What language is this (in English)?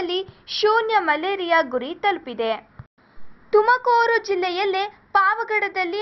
Kannada